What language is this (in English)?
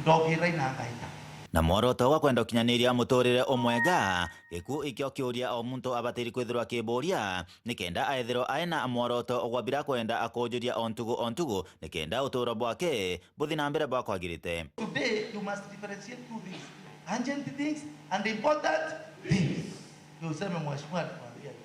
Meru